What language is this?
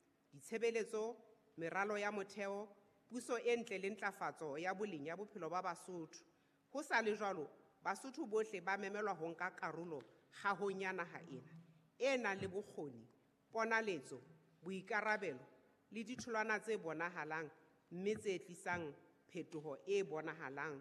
Southern Sotho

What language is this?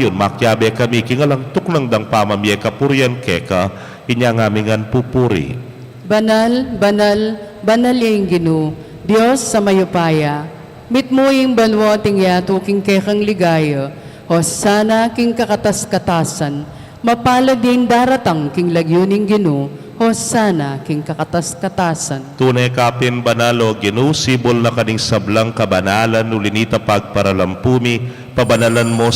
Pampanga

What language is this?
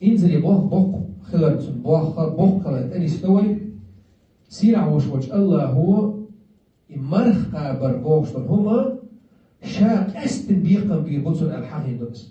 Chechen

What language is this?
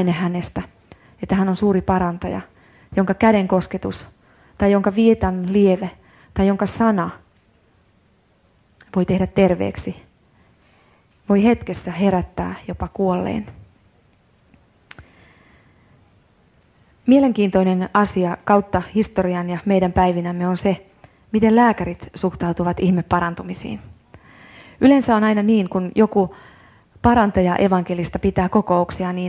Finnish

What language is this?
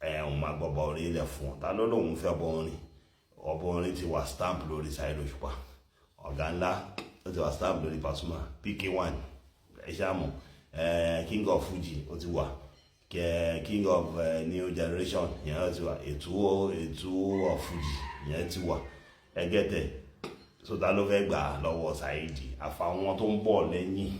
Yoruba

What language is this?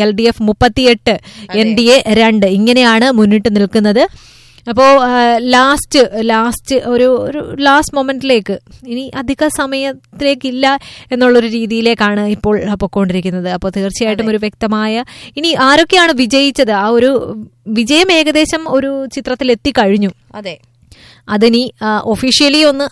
Malayalam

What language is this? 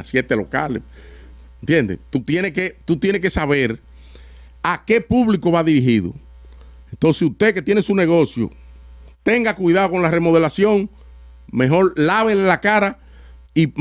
Spanish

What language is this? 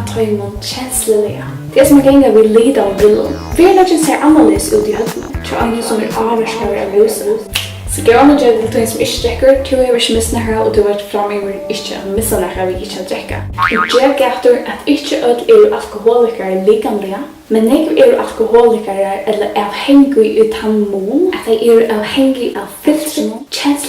Faroese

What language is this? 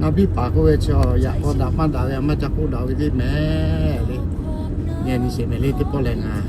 Lahu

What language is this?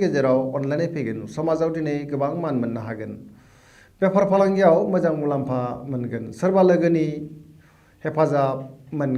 Bodo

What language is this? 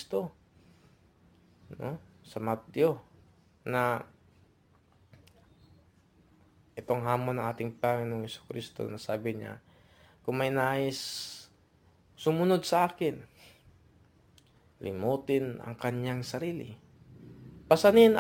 Filipino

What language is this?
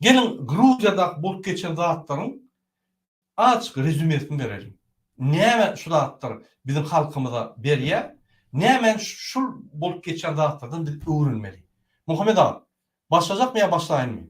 Turkmen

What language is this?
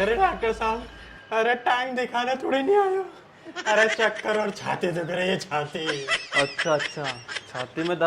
Rajasthani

